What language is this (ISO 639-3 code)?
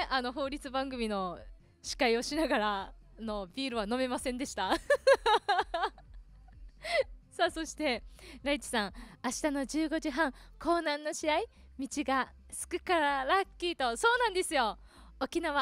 jpn